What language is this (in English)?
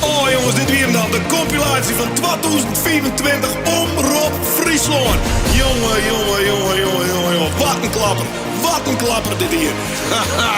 Western Frisian